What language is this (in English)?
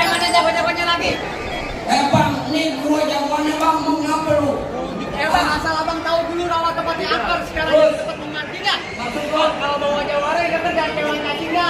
Betawi